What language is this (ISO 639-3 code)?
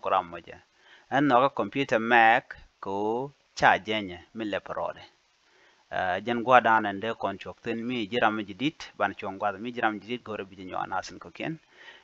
nus